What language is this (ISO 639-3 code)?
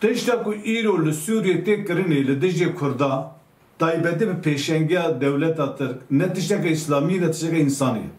kur